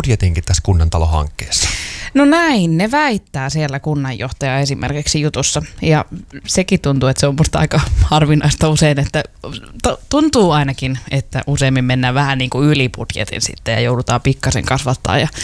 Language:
Finnish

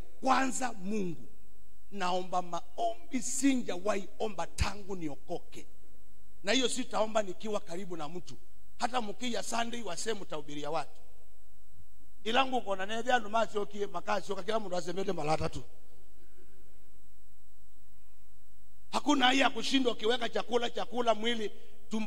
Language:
Swahili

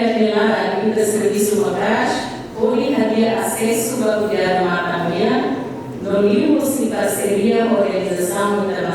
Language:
Tetum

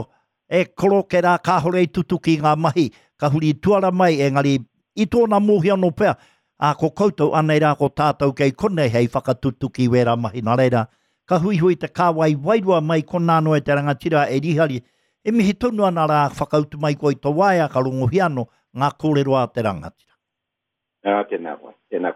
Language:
Māori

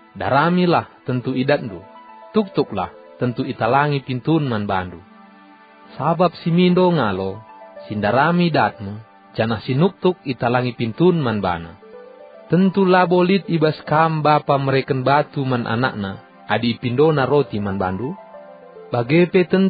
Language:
Batak Karo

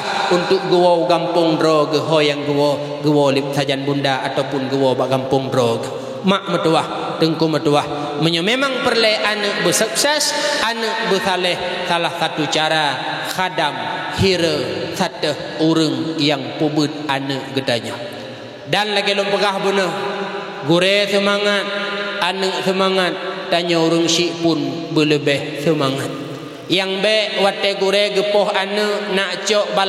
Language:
Achinese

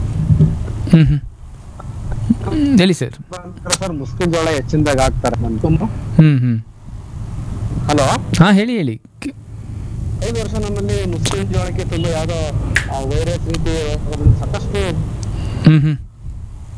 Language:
Kannada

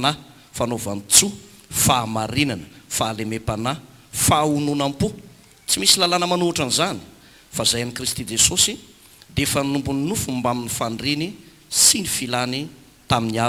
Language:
Malagasy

